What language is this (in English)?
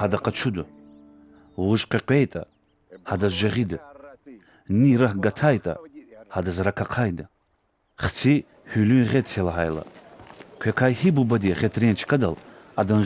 Lezghian